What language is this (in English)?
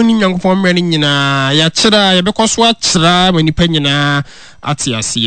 Akan